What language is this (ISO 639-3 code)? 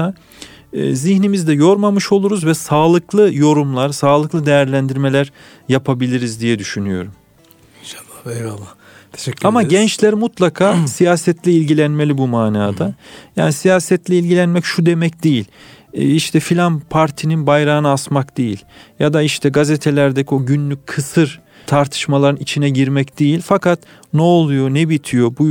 tur